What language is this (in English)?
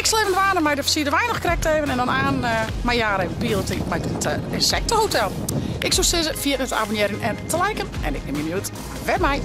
Western Frisian